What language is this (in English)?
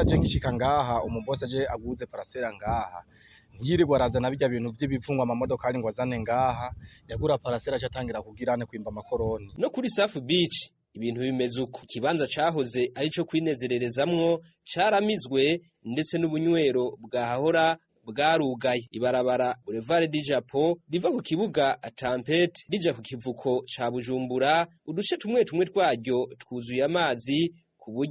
Rundi